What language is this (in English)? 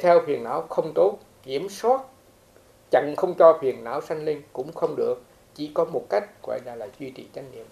Vietnamese